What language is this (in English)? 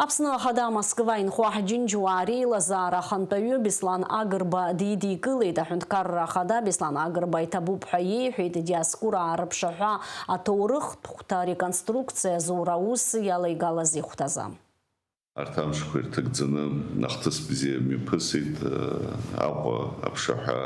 Abkhazian